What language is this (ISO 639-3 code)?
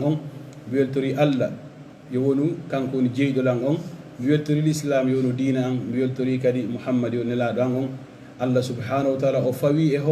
fuf